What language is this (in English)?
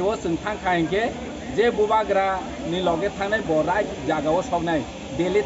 Kok Borok